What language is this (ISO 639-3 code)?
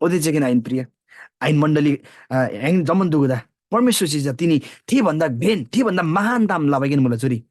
taj